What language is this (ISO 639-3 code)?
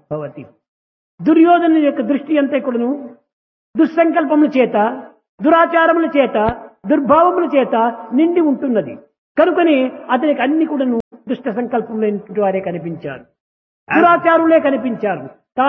tel